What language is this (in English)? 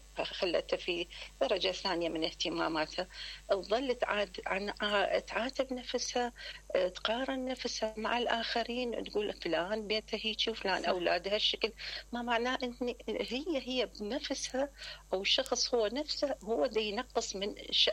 Mesopotamian Arabic